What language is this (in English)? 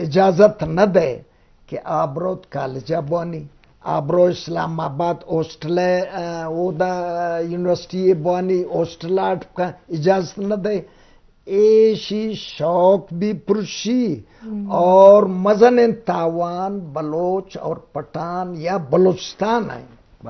Eastern Balochi